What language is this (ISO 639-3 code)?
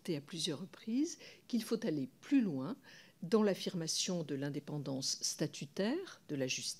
fra